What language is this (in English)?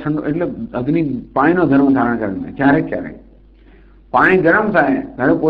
Gujarati